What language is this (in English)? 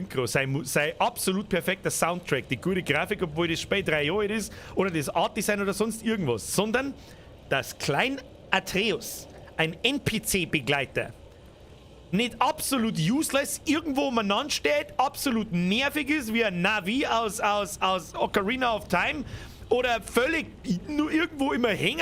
Bavarian